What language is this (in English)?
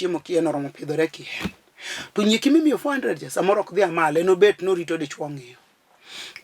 Luo (Kenya and Tanzania)